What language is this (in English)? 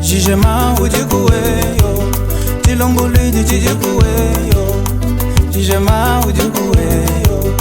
Luba-Lulua